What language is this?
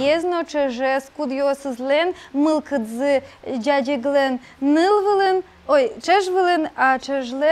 Udmurt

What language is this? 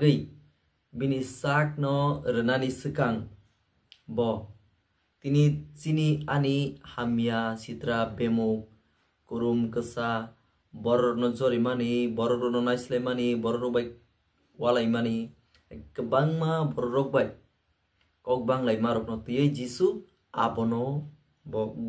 Kok Borok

